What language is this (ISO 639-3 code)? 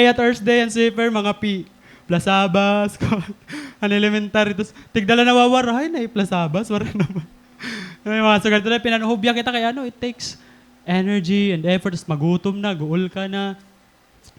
war